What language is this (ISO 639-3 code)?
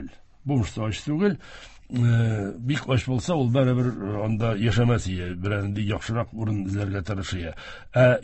tat